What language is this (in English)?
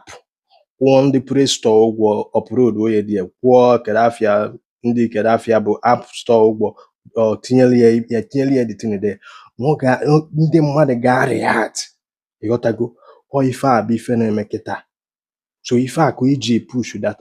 Igbo